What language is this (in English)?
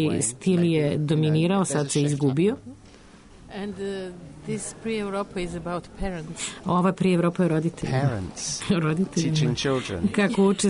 Serbian